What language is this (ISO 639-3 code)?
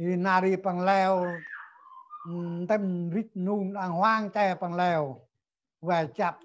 cmo